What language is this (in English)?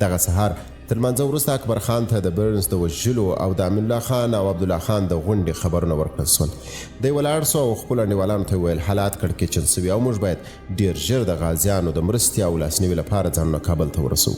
Pashto